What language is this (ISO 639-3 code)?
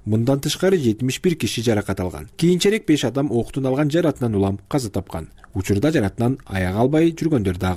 kir